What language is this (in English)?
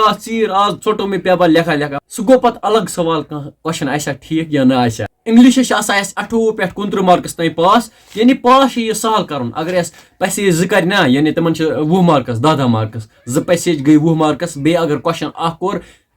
Kashmiri